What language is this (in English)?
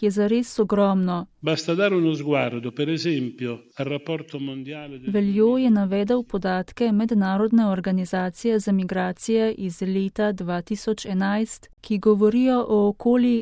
Slovenian